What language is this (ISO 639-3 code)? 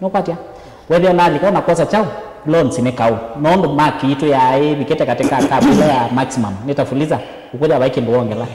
kam